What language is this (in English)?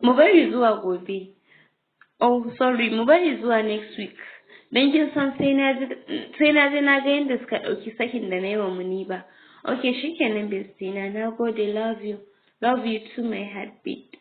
Hausa